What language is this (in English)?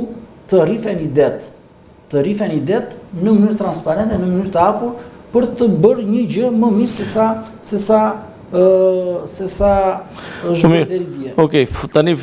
Albanian